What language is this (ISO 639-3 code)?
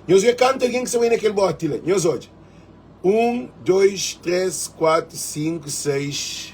kea